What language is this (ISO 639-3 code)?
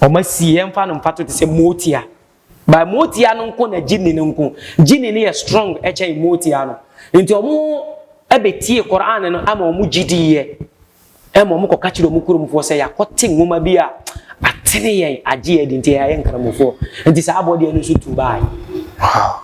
aka